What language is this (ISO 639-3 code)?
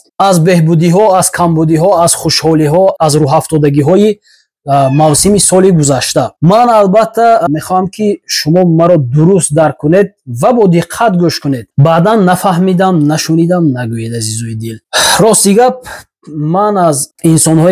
tgk